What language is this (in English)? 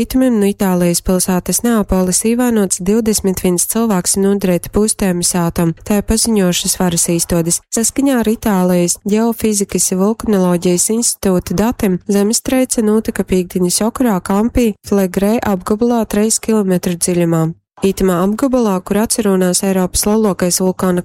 Latgalian